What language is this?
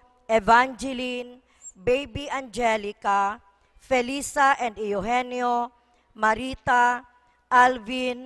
Bikol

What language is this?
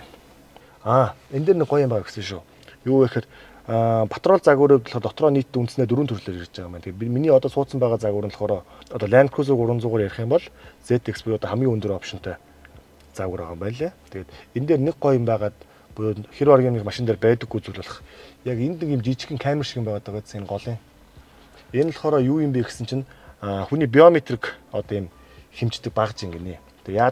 Mongolian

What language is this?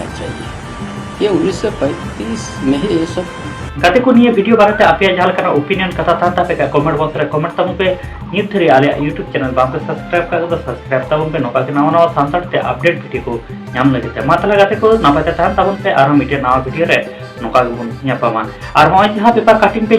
Santali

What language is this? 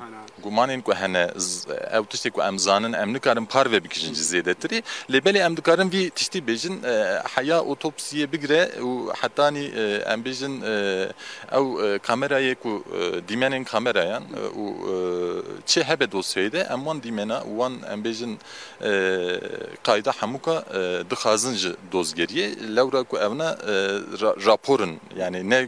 Kurdish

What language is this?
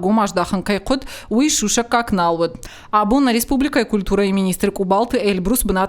Ossetic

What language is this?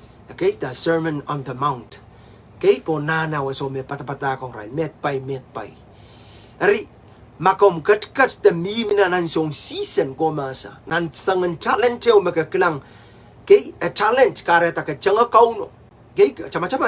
Pohnpeian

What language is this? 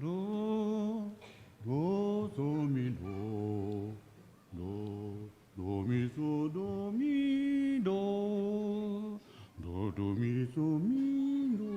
Lahu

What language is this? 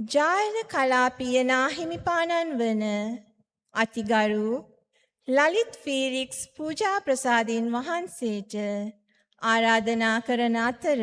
Sinhala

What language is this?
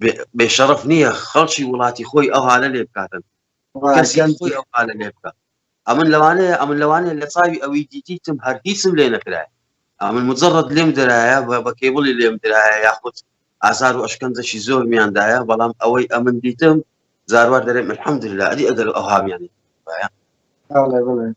Central Kurdish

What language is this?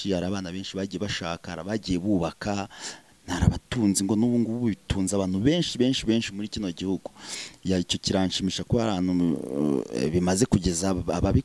Kinyarwanda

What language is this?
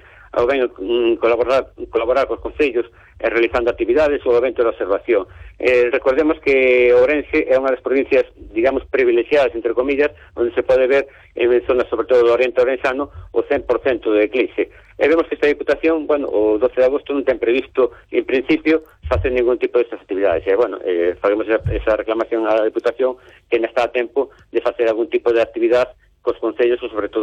Galician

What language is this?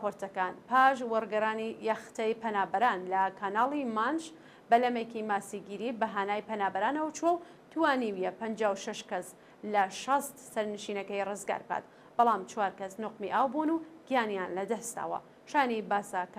Central Kurdish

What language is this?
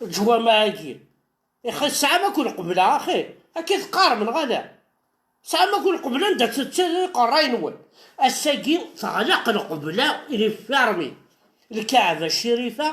Kabyle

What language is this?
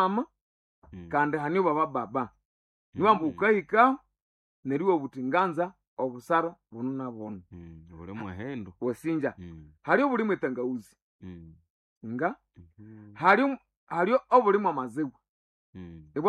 Nande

